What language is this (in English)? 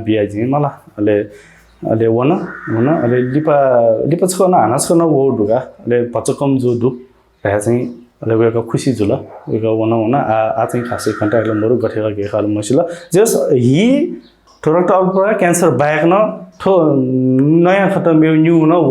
Newari